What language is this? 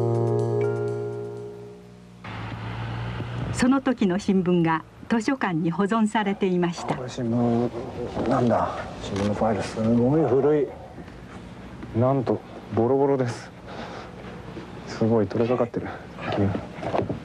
Japanese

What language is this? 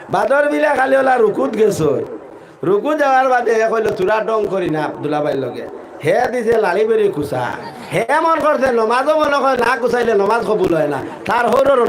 Sylheti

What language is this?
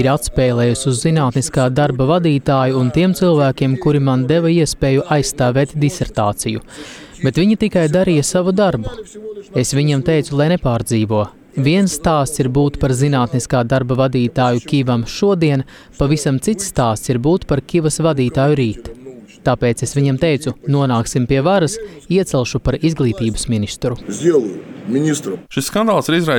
Latvian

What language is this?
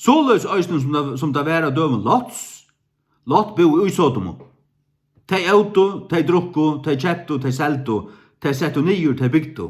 Faroese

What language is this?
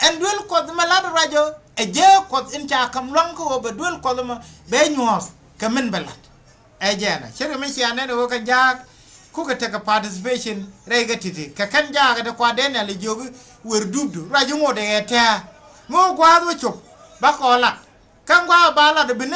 Nuer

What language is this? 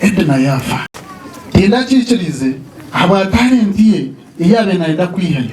Nyankole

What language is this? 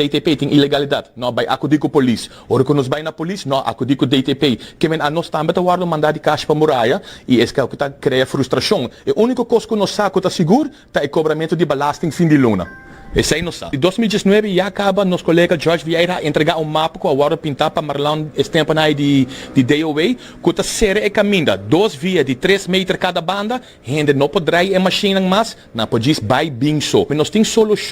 Papiamento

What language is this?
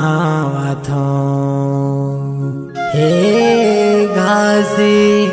Chhattisgarhi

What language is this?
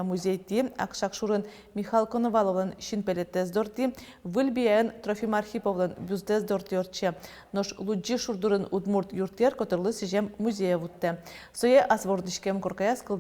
Udmurt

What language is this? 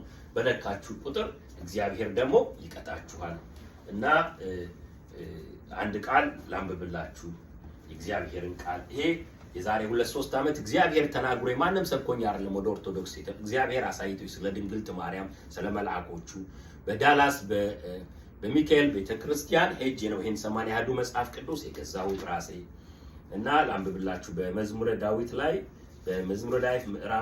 Amharic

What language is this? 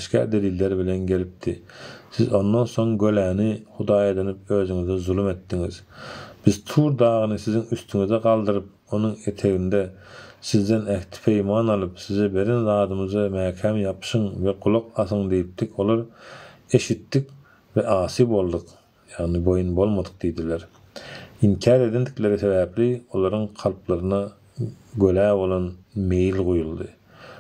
Turkmen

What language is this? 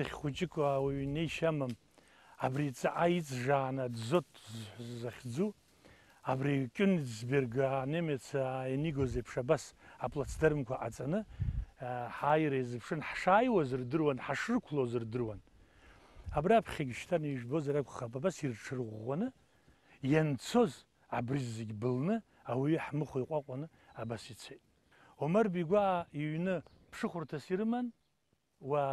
Abkhazian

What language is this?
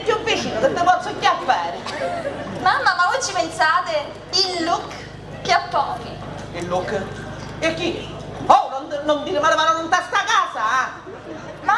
Sicilian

